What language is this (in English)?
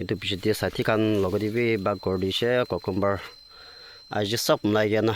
Naga Pidgin